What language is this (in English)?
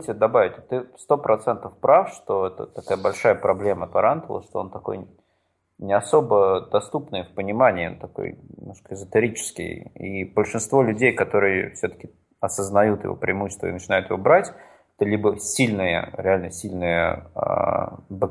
Russian